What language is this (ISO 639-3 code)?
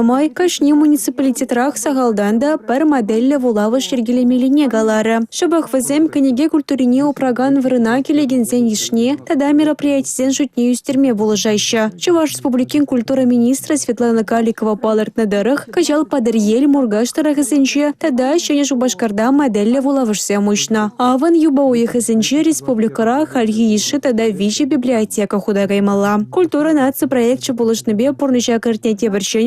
chv